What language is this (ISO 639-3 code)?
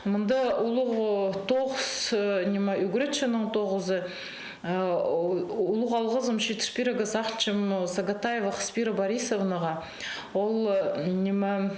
kjh